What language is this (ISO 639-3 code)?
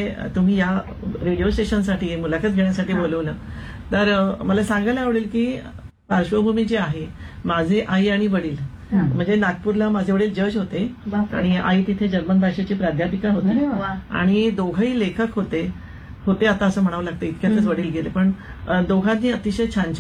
mar